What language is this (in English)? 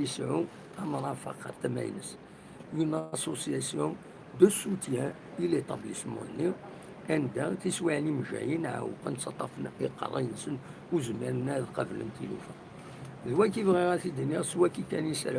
Kabyle